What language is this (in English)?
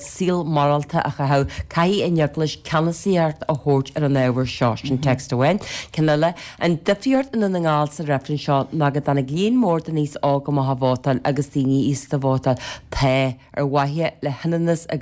Irish